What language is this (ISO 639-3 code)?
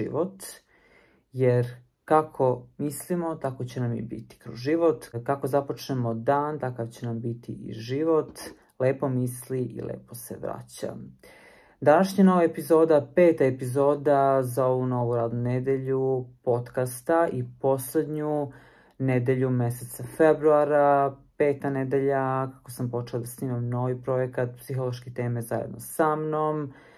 srp